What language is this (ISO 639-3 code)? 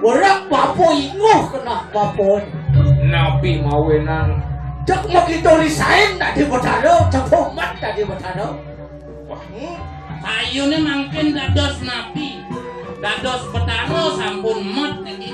ban